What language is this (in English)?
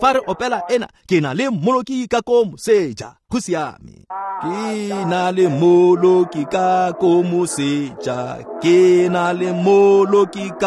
Tswana